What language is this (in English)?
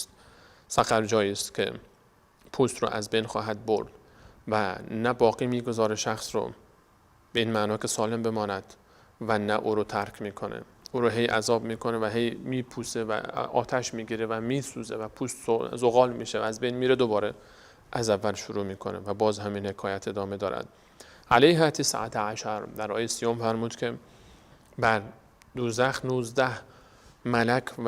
Persian